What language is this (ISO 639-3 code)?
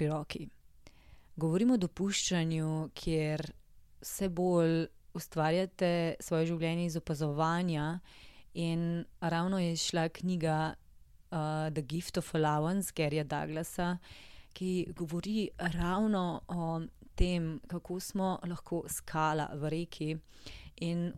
slv